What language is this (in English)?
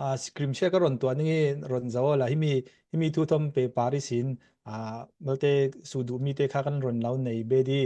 Falam Chin